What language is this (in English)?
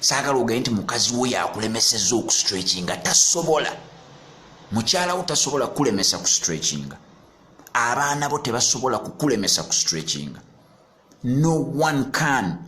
Ganda